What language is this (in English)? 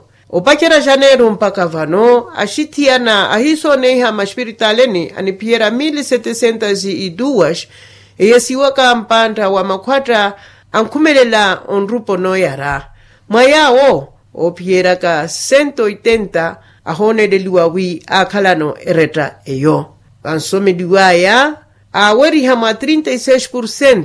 Makhuwa